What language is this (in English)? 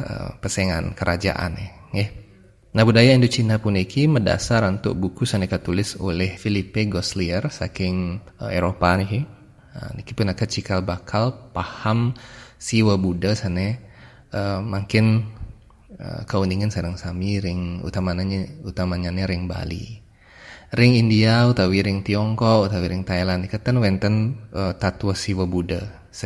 Balinese